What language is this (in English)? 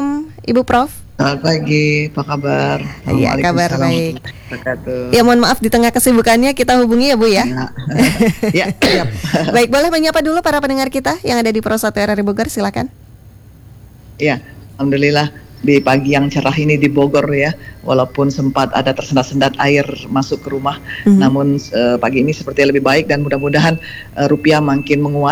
Indonesian